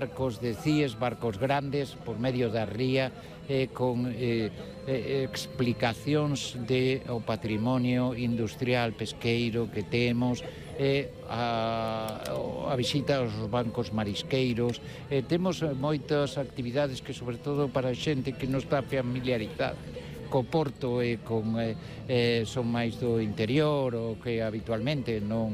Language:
Galician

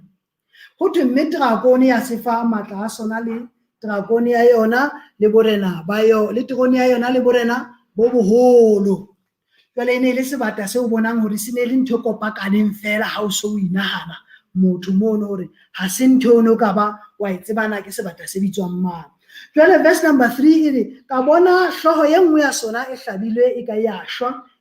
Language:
Southern Sotho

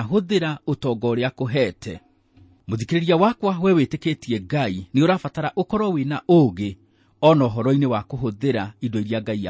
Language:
Kikuyu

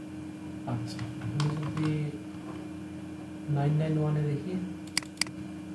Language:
Bangla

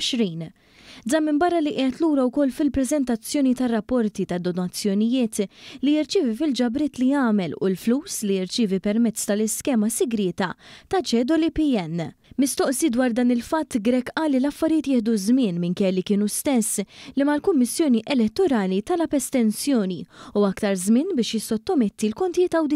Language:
Maltese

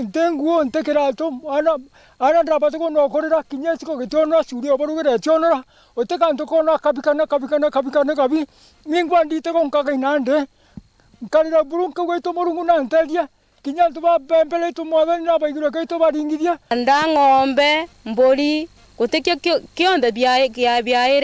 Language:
Meru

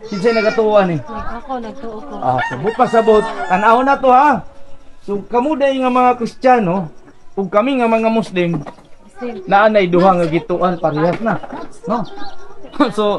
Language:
Cebuano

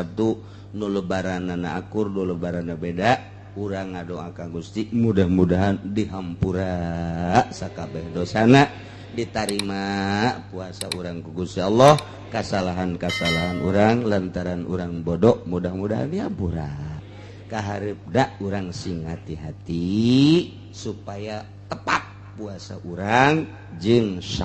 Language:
Sundanese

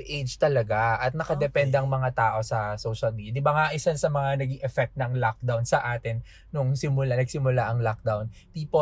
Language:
Filipino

